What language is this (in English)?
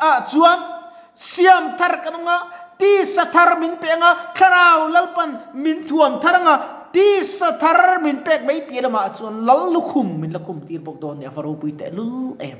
Mizo